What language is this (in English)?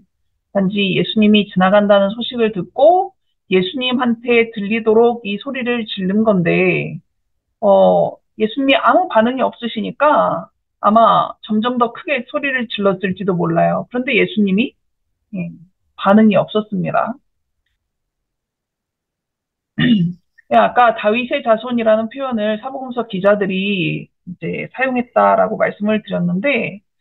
Korean